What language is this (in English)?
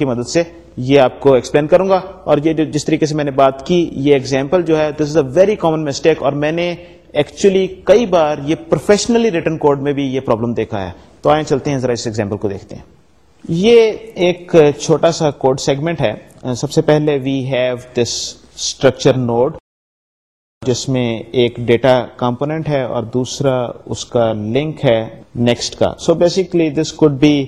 Urdu